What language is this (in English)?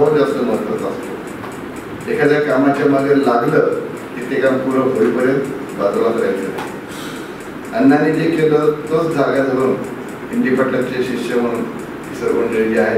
Marathi